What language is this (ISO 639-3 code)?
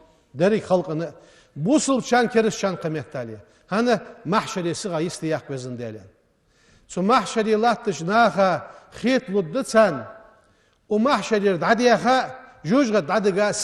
inh